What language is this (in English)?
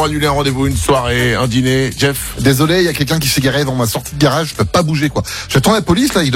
French